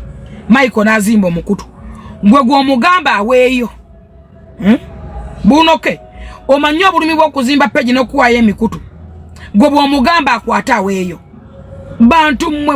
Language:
Ganda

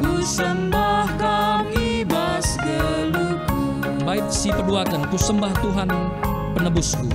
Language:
Batak Karo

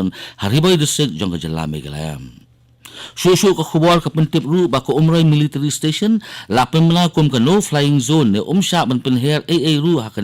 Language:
Khasi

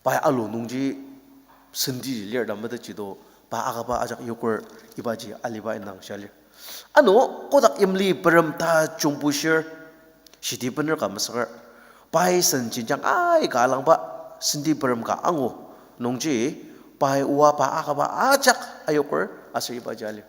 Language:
Ao Naga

